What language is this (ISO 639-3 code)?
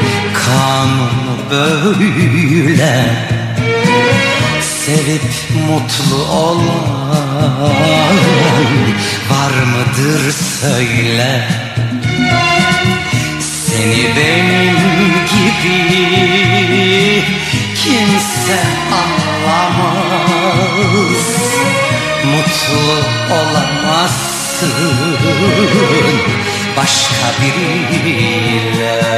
tur